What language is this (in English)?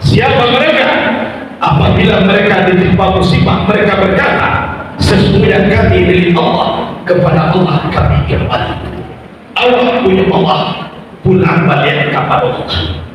Minangkabau